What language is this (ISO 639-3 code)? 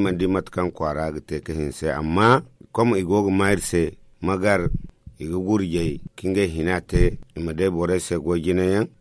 dje